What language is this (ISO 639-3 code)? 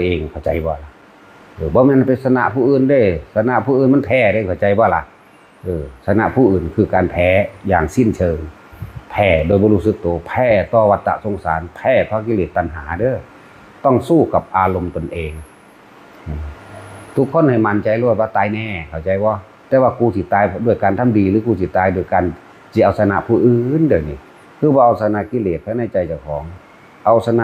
tts